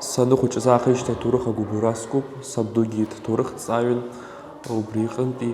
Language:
Abkhazian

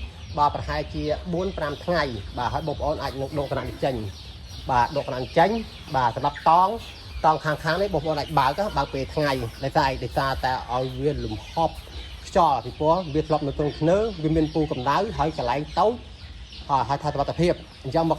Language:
Khmer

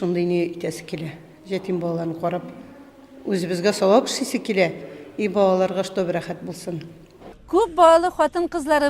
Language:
Tatar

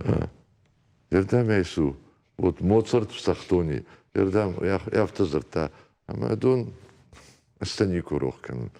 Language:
Ossetic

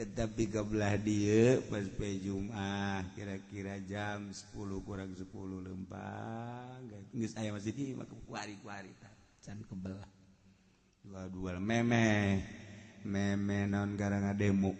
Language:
Sundanese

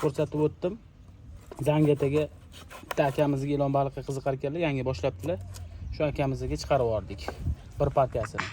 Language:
Uzbek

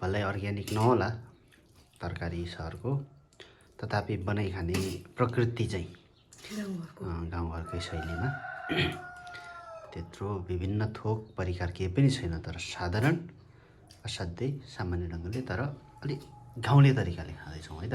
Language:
Nepali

